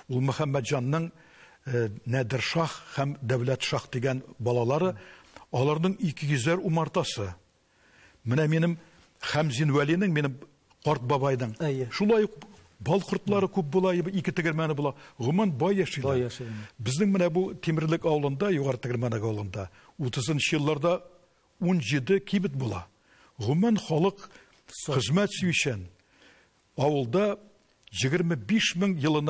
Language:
Tatar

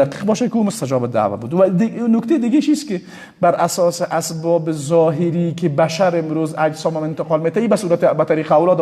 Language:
Persian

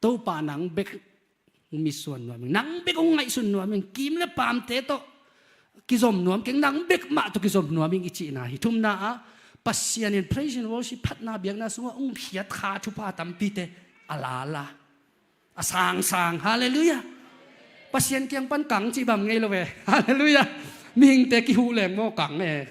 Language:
Tedim Chin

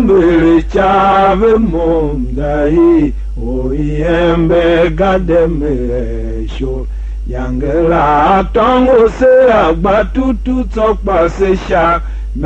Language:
Tiv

